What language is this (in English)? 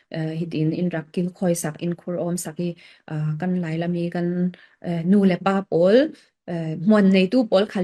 Falam Chin